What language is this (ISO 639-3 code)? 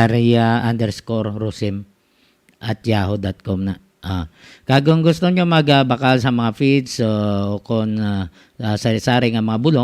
hil